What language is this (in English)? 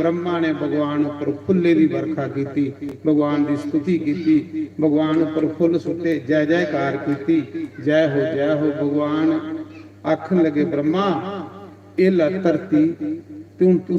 Dogri